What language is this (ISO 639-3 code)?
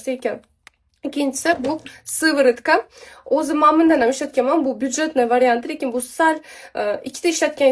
uzb